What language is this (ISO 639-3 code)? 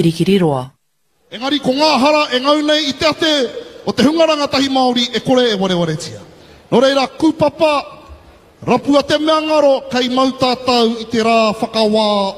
mri